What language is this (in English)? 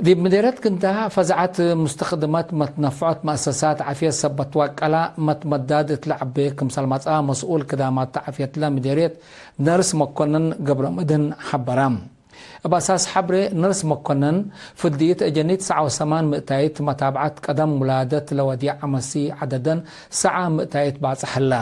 Tigre